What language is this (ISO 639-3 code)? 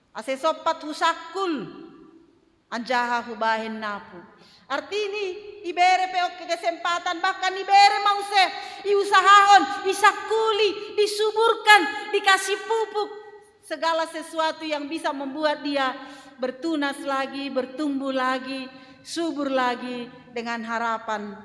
bts